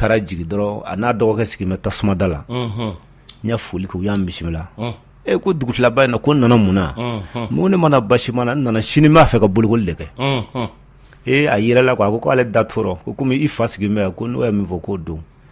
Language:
Bambara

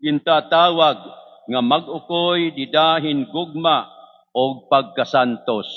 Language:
Waray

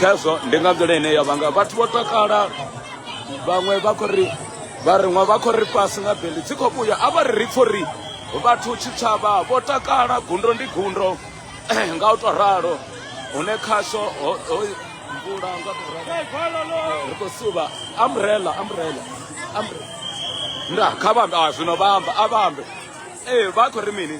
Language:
Venda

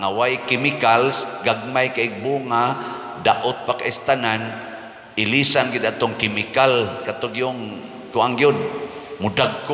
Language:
Cebuano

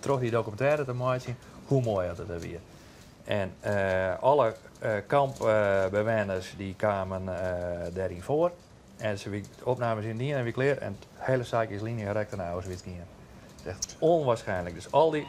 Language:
Western Frisian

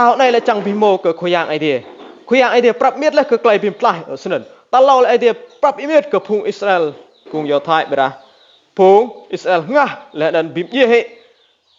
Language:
Rade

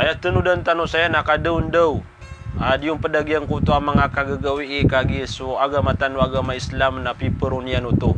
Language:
Maranao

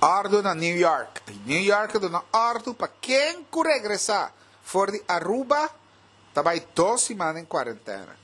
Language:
Papiamento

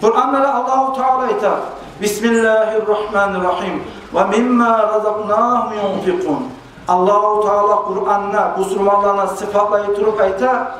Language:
Kumyk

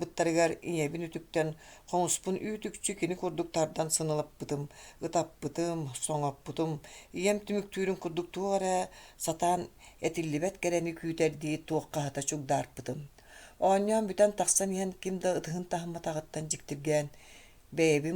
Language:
Yakut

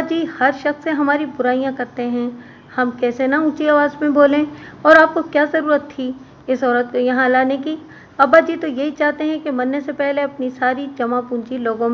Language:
Urdu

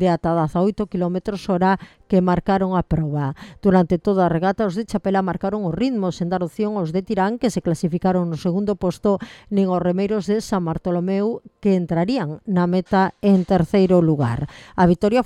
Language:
Galician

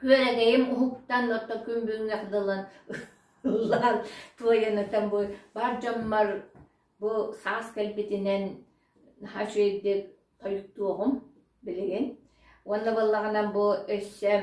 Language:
Yakut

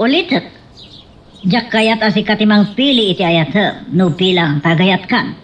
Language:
Iloko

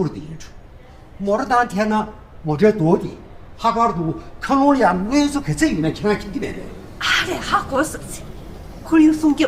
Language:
Tibetan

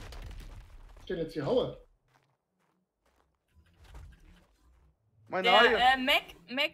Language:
German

